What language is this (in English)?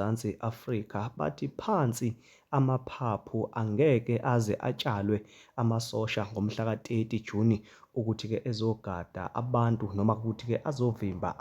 Zulu